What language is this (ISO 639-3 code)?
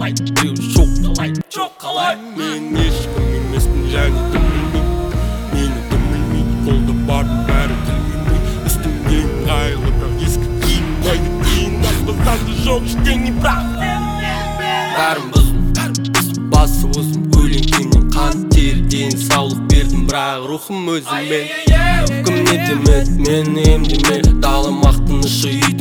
kaz